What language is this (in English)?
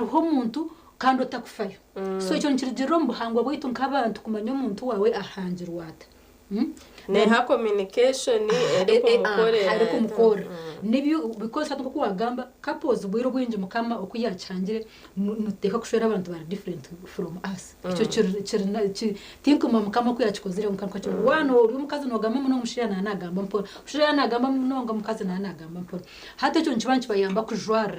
Nyankole